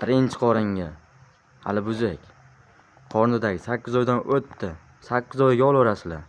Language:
Uzbek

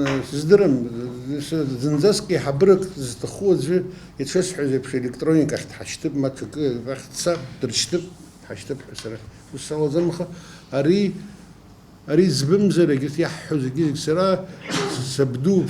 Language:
Abkhazian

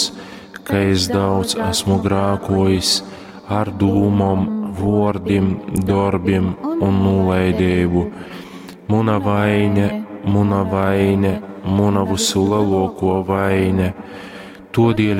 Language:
Latgalian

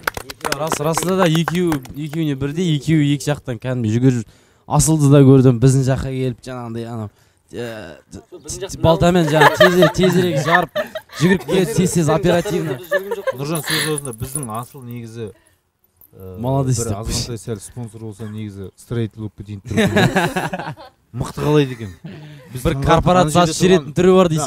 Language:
Kazakh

